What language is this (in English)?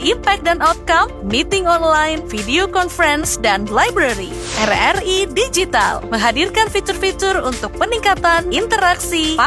Indonesian